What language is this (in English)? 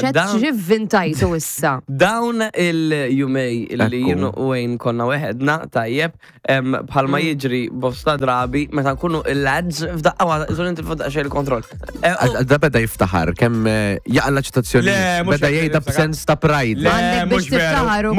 Maltese